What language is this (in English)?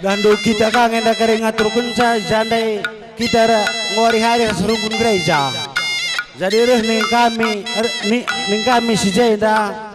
Batak Karo